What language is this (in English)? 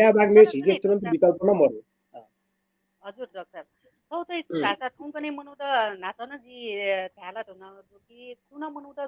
Newari